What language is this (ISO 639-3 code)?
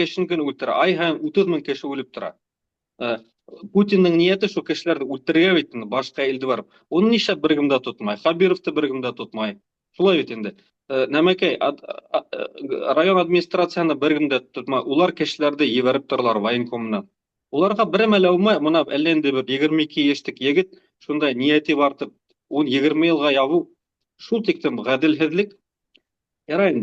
bak